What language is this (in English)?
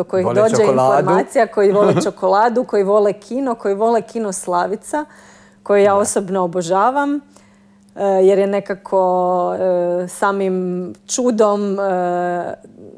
Croatian